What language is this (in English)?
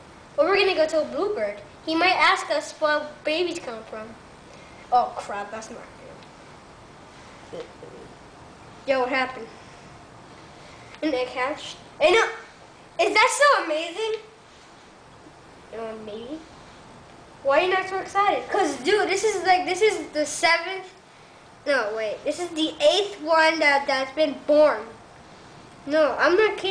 English